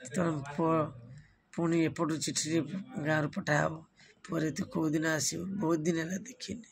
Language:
Odia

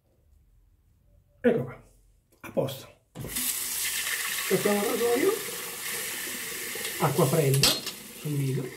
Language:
Italian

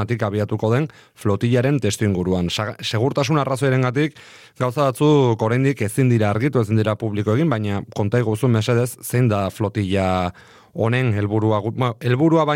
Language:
Basque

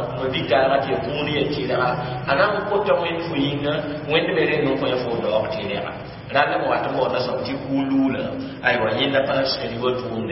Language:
Mossi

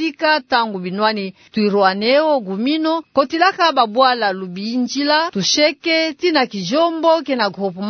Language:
Kituba (Democratic Republic of Congo)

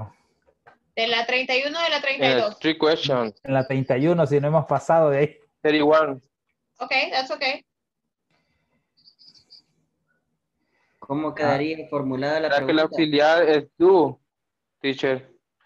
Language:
Spanish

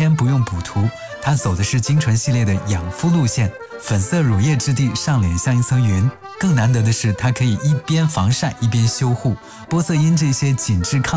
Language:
Chinese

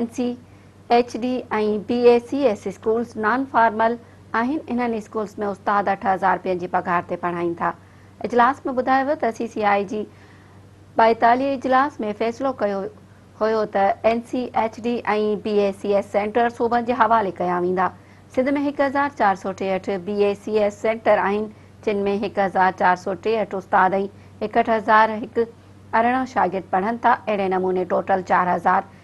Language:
Sindhi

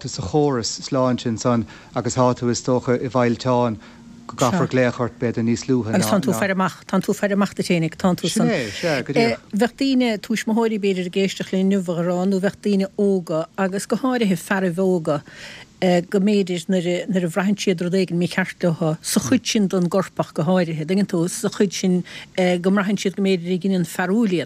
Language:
Irish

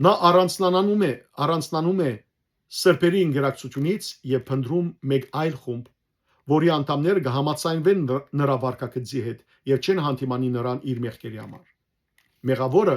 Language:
Western Armenian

